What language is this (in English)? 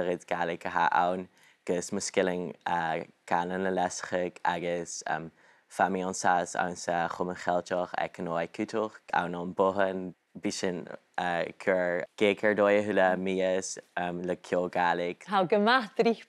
Scottish Gaelic